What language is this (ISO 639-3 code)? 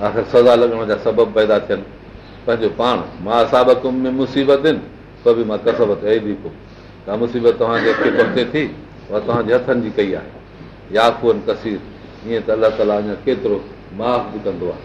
snd